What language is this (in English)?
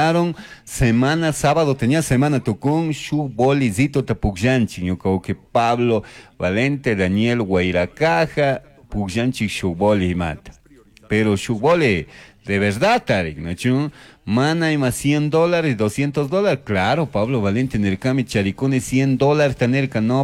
Chimborazo Highland Quichua